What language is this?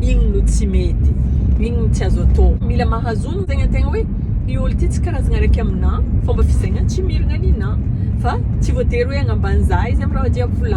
Malagasy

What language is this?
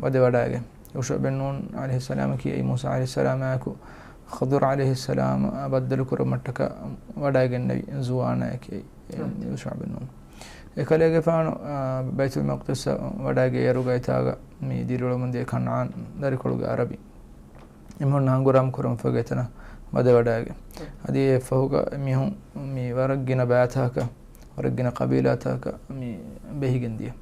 Divehi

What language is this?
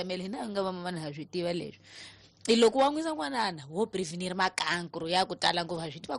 Tsonga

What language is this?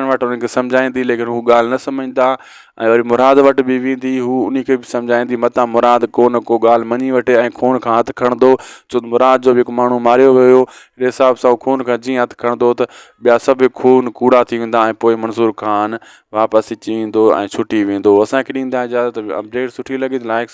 Sindhi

